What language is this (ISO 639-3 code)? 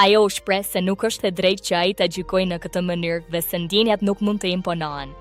sqi